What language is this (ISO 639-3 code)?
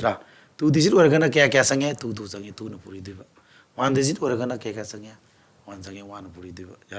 mni